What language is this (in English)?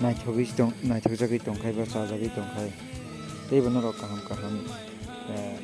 Kok Borok